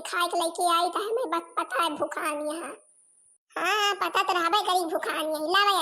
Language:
Awadhi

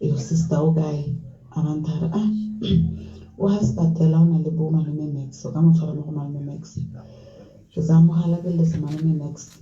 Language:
Tswana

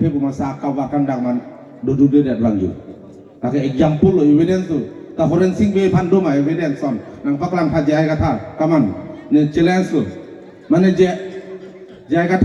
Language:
Karbi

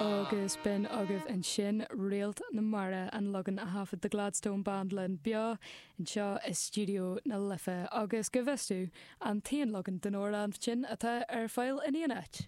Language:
Irish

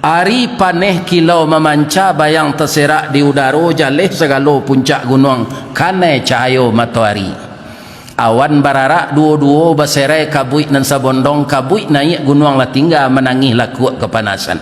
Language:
Minangkabau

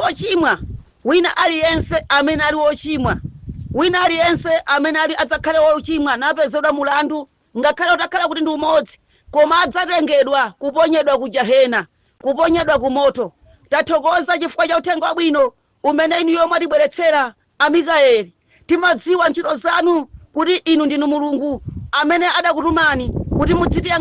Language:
Nyanja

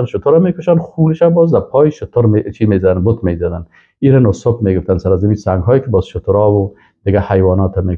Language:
Persian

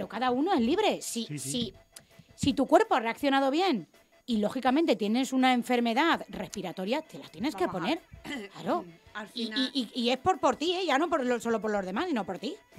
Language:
Spanish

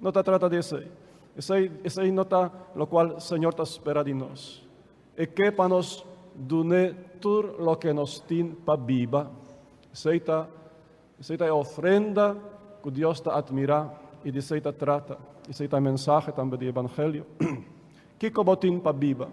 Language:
Papiamento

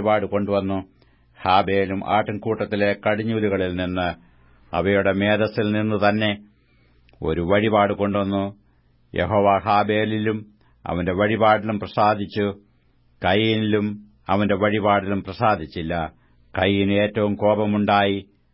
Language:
Malayalam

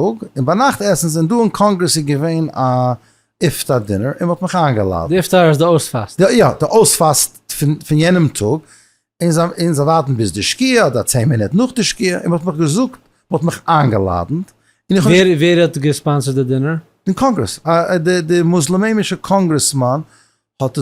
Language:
Yiddish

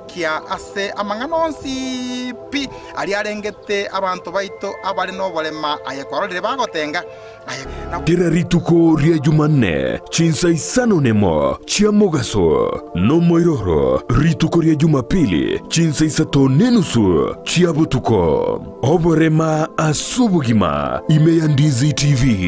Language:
Gusii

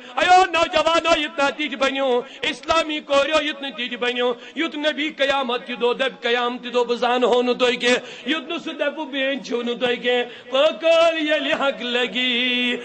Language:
Kashmiri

